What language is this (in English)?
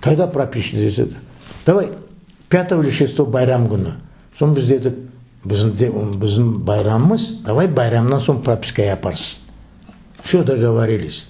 Crimean Tatar